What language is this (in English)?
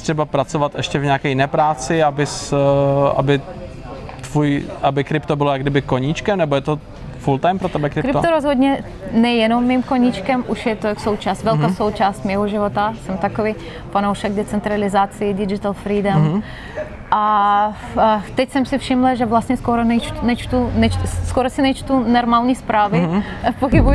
Czech